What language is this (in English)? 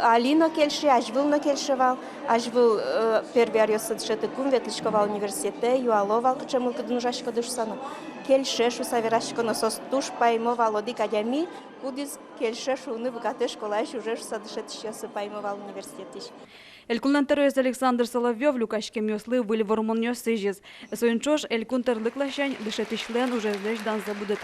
Udmurt